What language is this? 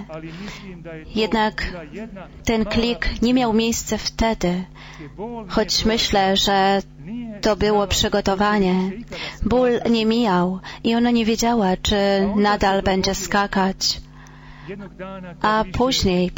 Polish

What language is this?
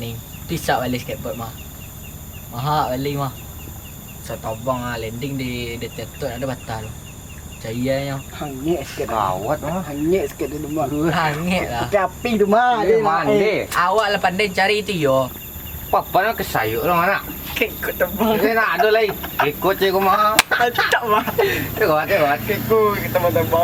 Minangkabau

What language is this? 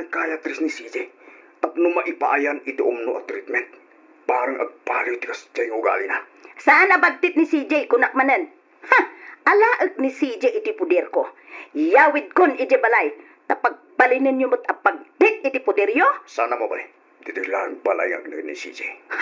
Iloko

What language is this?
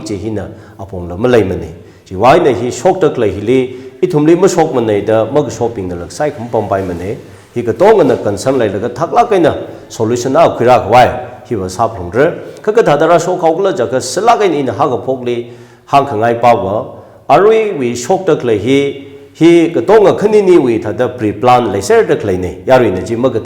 Tangkhul Naga (India)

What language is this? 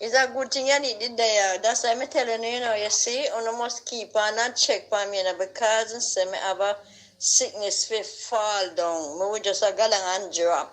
Jamaican Creole English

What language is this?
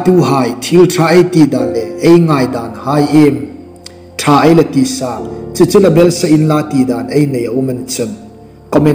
Hmar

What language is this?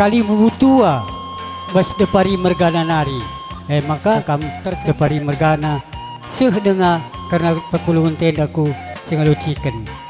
Batak Karo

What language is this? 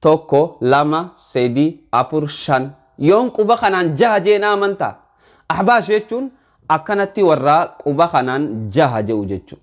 Oromo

